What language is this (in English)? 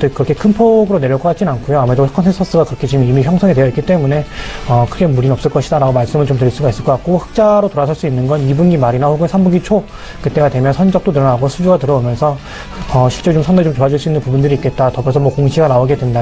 Korean